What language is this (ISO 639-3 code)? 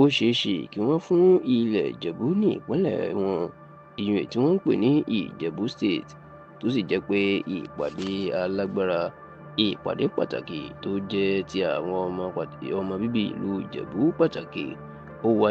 yor